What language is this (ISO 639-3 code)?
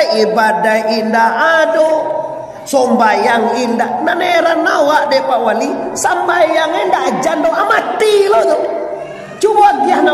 min